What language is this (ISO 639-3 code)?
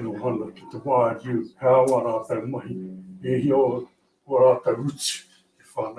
mri